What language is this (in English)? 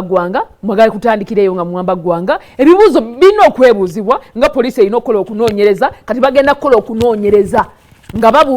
Ganda